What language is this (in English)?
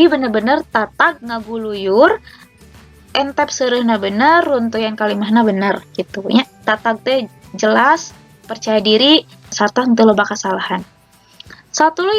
Sundanese